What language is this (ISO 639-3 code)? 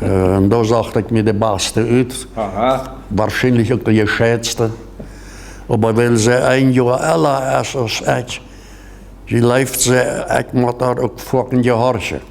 pdt